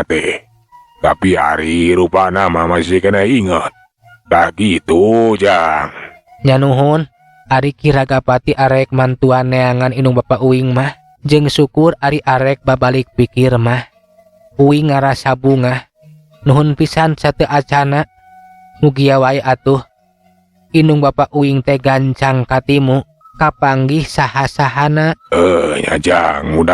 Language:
Sundanese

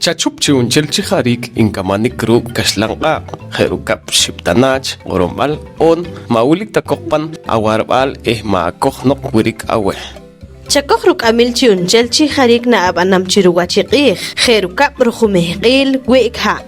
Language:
Poqomchi'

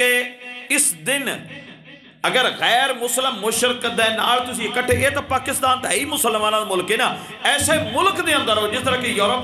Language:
Western Panjabi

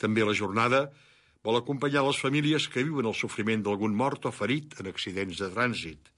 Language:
Catalan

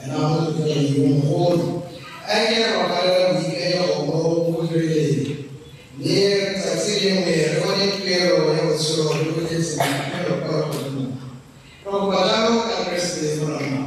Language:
Tswana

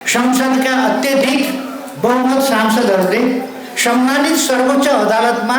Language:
Nepali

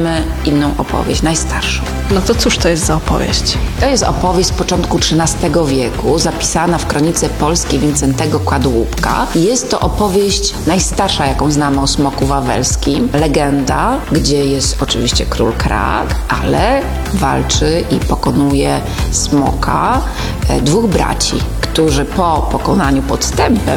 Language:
Polish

